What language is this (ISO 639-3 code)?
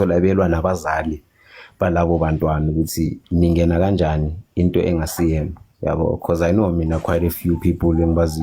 zul